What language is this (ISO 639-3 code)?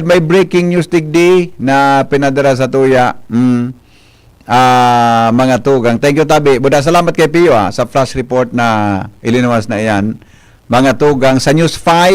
bik